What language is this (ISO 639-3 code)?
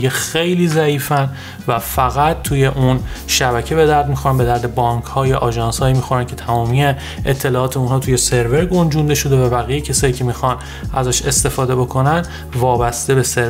fas